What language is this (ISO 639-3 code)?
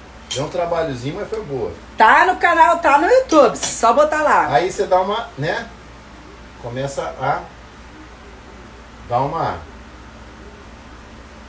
por